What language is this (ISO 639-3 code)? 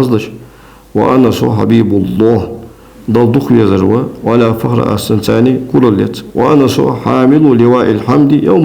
inh